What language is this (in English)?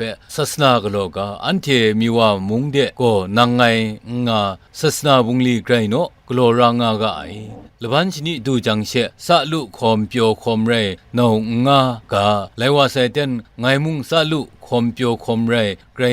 Kachin